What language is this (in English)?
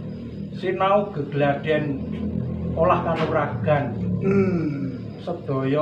Javanese